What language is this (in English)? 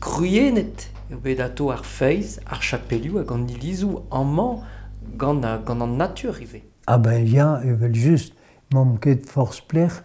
Breton